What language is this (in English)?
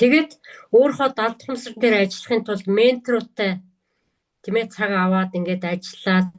Mongolian